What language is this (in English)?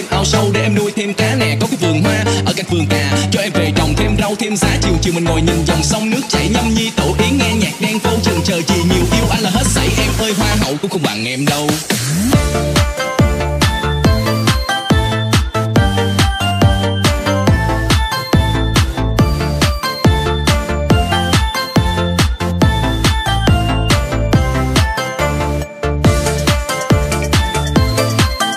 Vietnamese